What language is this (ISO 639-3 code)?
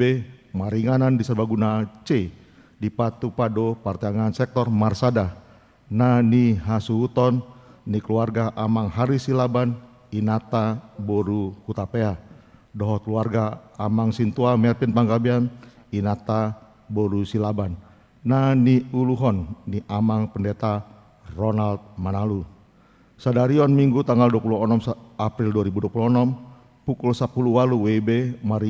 bbc